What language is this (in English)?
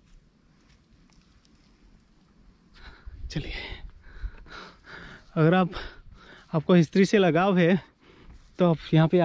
Hindi